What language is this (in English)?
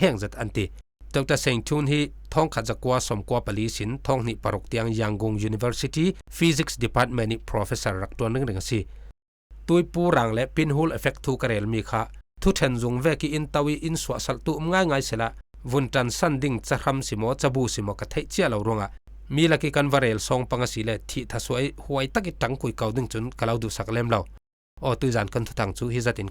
Falam Chin